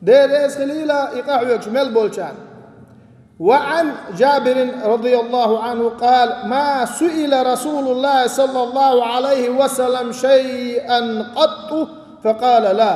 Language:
Chechen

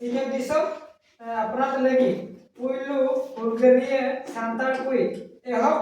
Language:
Santali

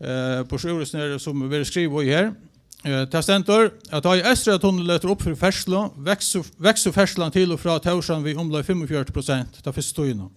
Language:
Faroese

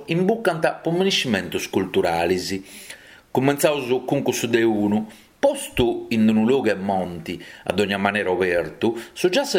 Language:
Sardinian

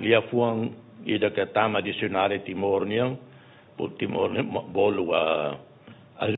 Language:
Tetum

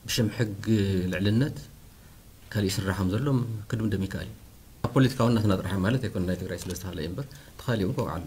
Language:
Tigrinya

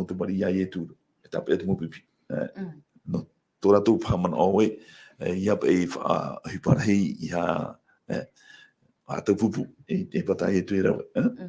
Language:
Tahitian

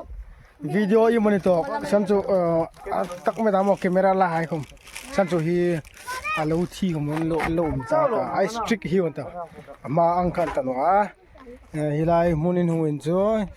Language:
Hmar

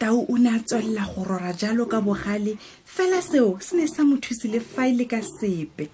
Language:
Tswana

